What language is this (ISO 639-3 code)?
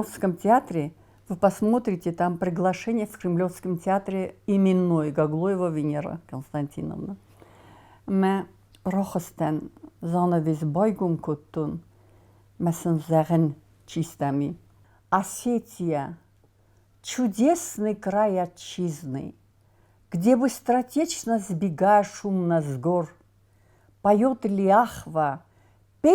oss